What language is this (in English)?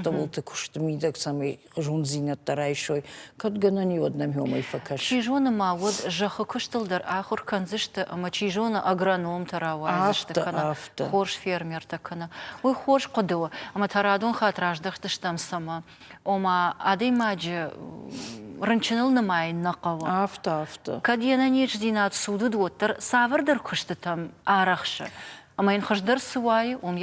Ossetic